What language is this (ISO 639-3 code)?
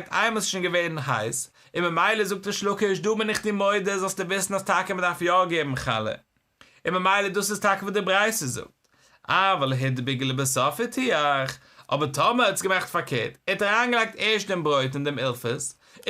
yid